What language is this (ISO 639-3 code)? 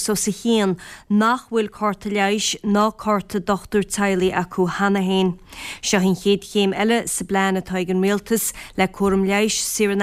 gle